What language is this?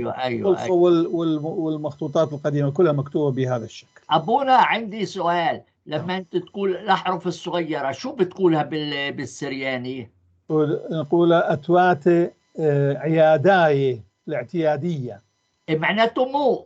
North Levantine Arabic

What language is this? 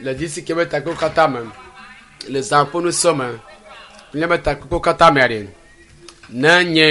Ewe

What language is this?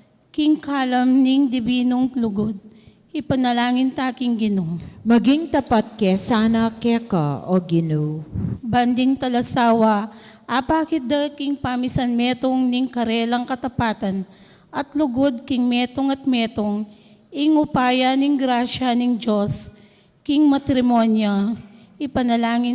Pampanga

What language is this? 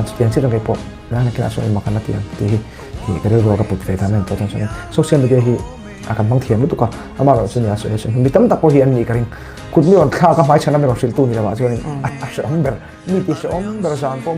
Mizo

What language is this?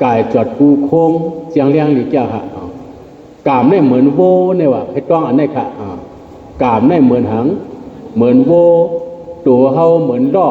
Shan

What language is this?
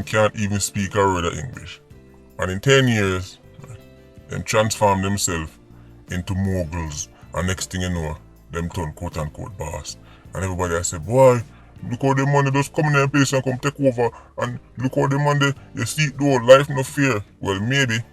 Jamaican Creole English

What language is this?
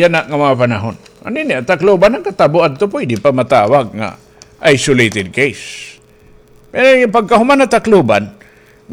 Waray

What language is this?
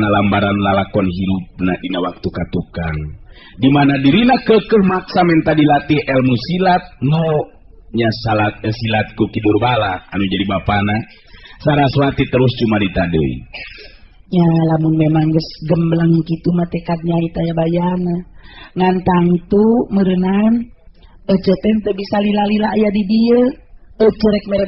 Sundanese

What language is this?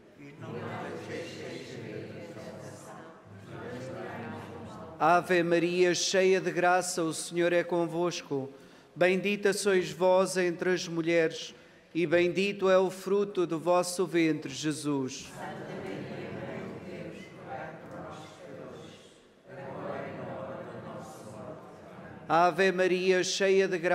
Portuguese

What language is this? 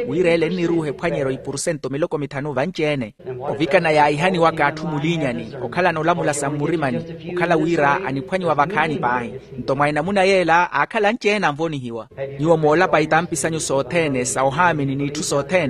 Makhuwa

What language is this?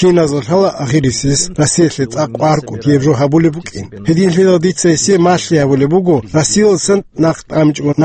Avaric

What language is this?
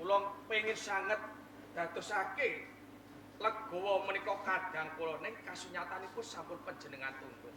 Javanese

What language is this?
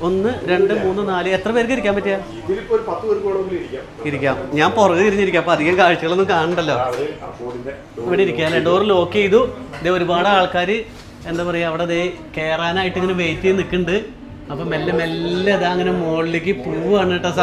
Malayalam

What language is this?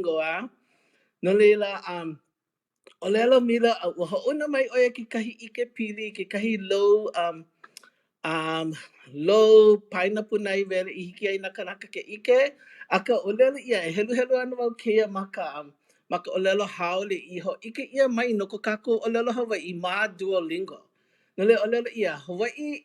Hawaiian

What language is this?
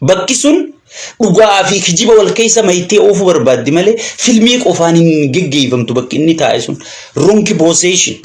Oromo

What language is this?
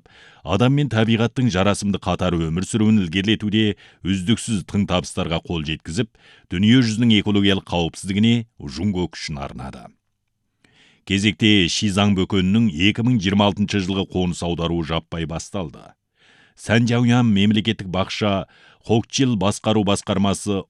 Kazakh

